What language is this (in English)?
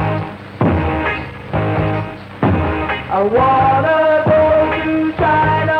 English